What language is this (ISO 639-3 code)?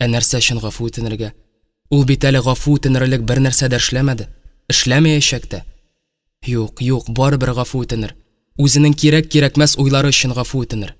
tat